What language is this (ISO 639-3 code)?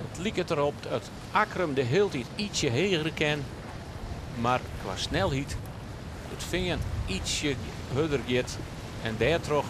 fry